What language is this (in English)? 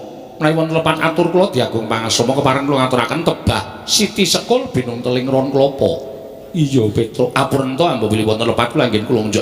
Javanese